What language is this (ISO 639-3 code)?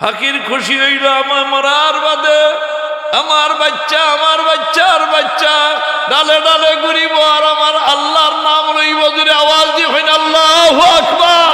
syl